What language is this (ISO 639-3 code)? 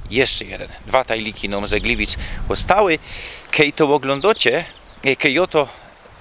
szl